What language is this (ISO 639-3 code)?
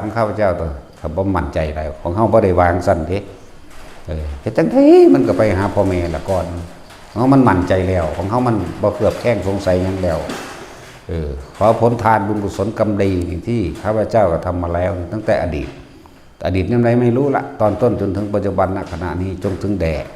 tts